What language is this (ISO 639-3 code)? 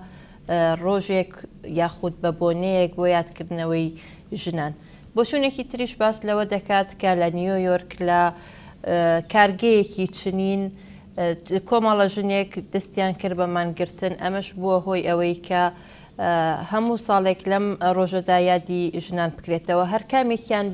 ckb